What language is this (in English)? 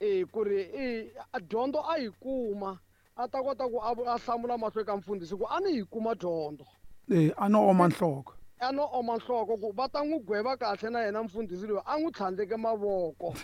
Tsonga